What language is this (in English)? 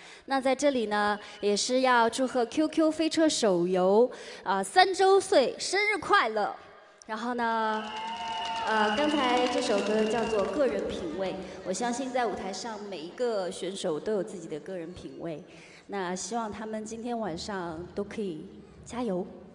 Chinese